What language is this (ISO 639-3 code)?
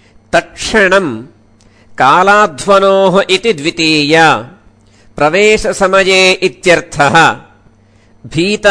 san